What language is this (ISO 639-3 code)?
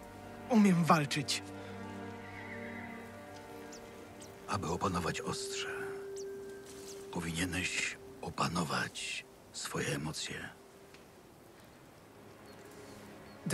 pol